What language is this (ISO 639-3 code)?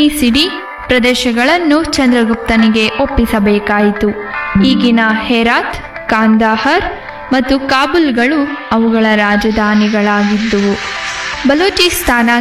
kan